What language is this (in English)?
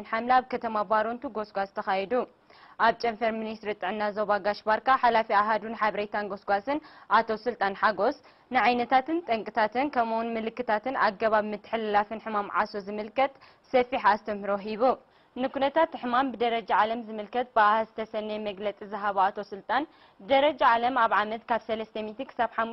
Tigrinya